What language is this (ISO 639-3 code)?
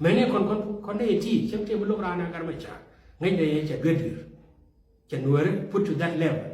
nus